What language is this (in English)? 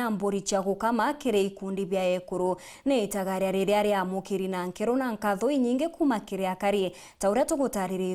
Meru